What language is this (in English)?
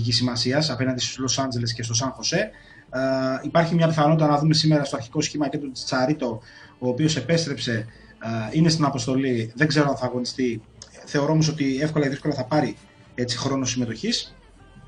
Greek